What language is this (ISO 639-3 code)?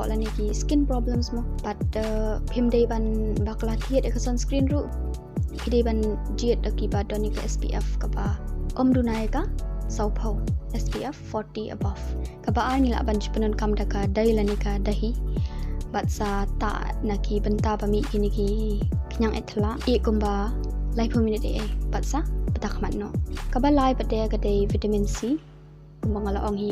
kha